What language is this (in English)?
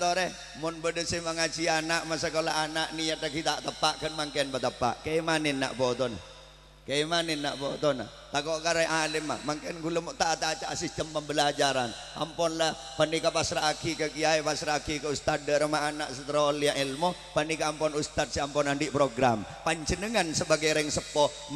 Madurese